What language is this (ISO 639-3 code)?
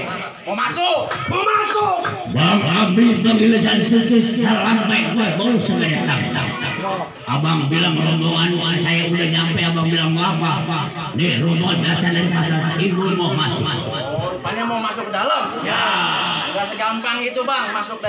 bew